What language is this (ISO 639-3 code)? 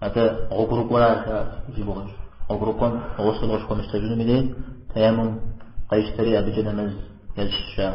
kbd